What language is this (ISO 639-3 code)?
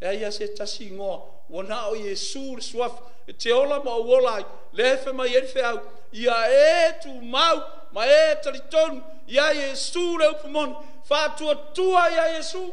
smo